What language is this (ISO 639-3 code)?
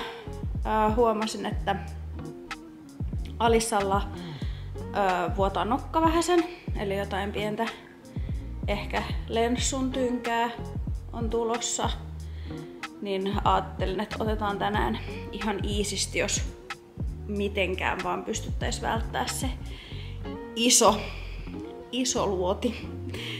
fin